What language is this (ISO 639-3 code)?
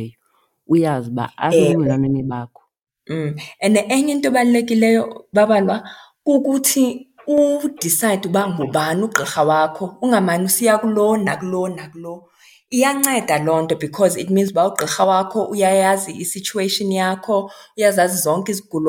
xho